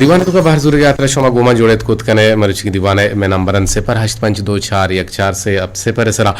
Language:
Eastern Balochi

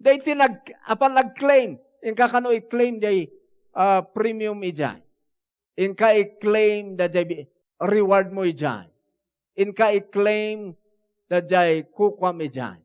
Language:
Iloko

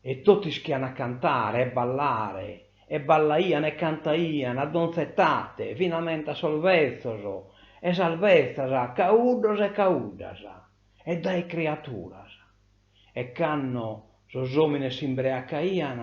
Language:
Sardinian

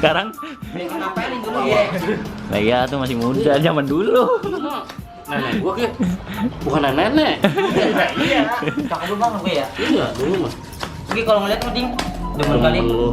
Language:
Betawi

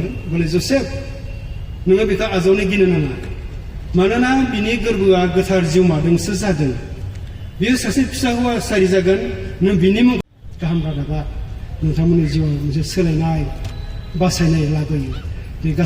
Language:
Bodo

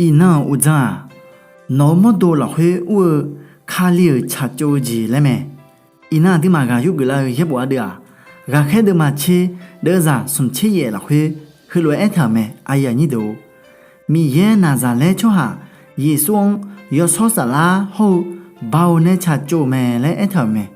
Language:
Akha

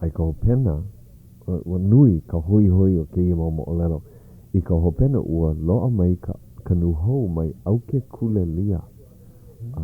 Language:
Hawaiian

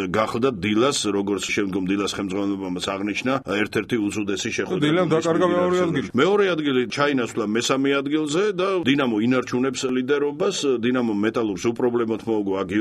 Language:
Georgian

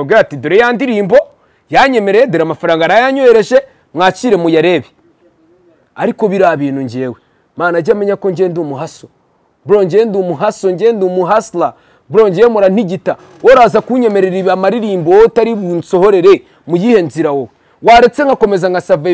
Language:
Kinyarwanda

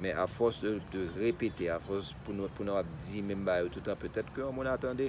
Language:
Haitian Creole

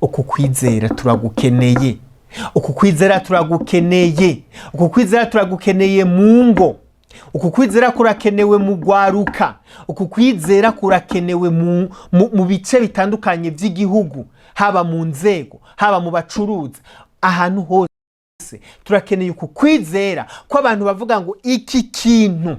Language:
Rundi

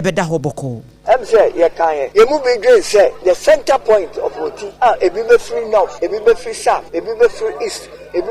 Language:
Akan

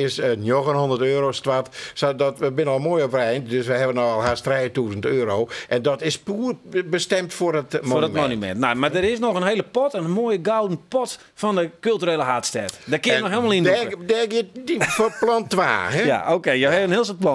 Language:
Western Frisian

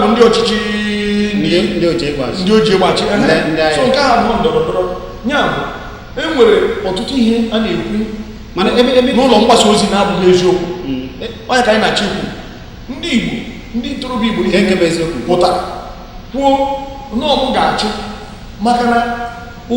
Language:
Igbo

